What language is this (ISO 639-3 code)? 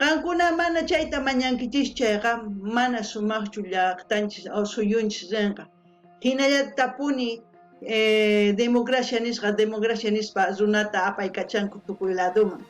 quh